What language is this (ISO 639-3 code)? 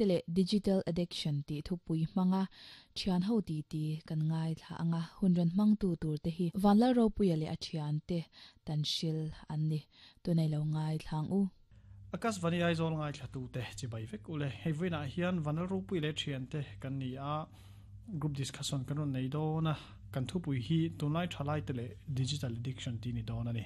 lus